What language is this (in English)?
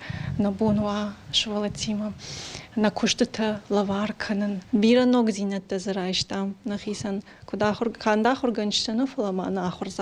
Ossetic